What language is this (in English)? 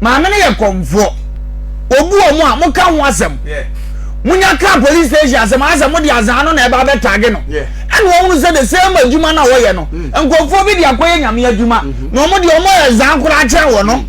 Akan